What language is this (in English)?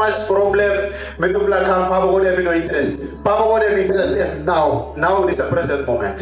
Tok Pisin